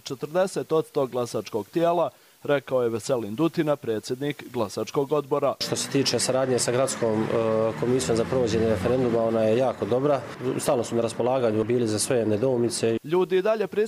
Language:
Croatian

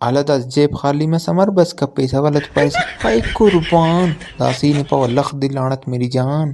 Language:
Brahui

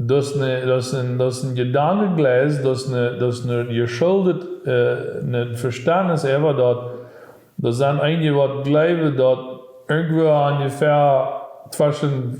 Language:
Plautdietsch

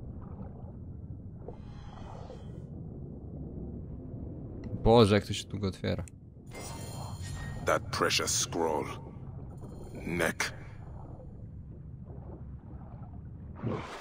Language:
Polish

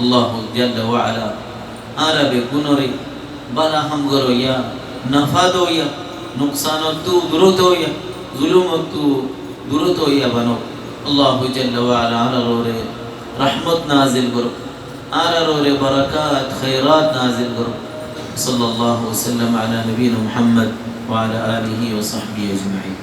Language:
Rohingya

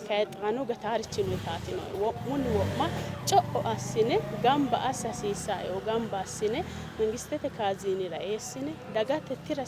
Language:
Sidamo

